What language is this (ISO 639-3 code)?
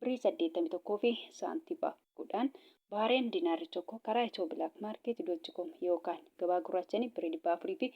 orm